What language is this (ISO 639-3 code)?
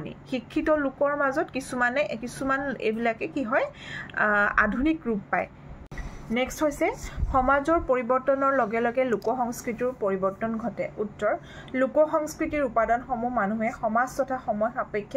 asm